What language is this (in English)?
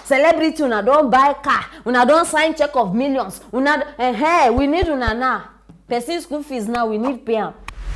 Nigerian Pidgin